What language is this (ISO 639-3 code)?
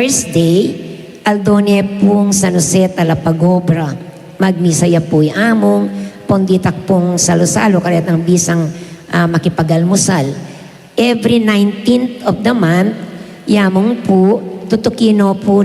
pam